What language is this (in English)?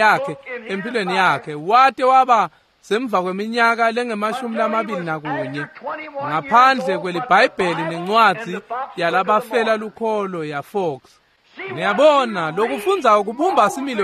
Swati